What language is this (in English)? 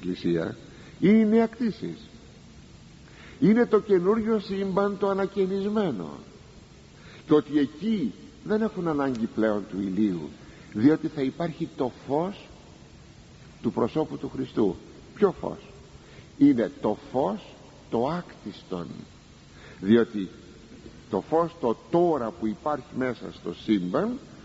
Greek